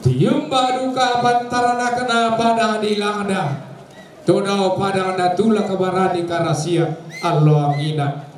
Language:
Toraja-Sa'dan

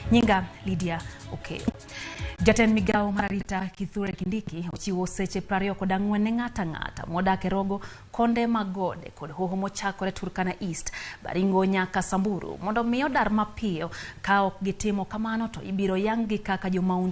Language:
Luo (Kenya and Tanzania)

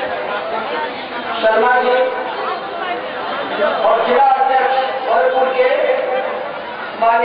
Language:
Hindi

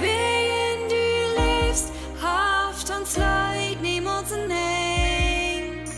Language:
Plautdietsch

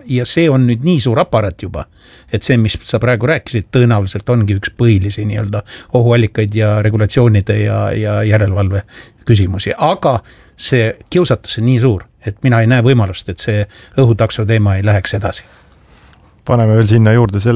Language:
Estonian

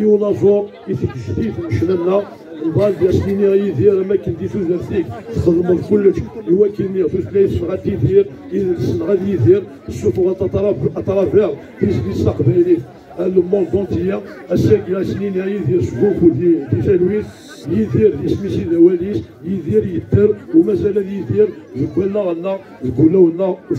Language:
Kabyle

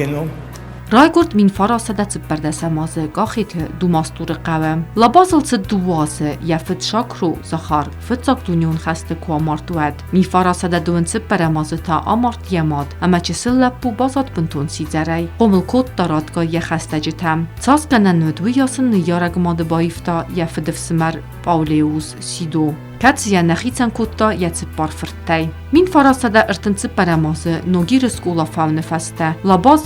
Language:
Ossetic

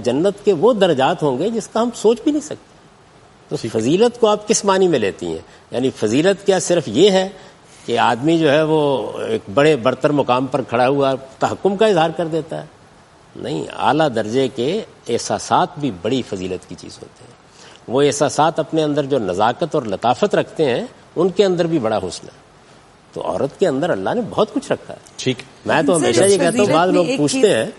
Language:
Urdu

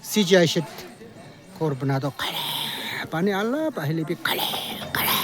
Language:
Naga Pidgin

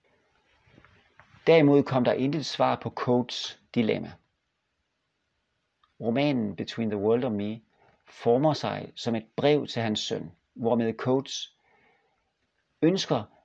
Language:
Danish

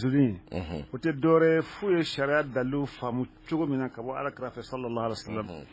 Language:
Bambara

